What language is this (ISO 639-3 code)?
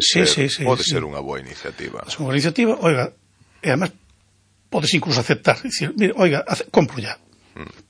glg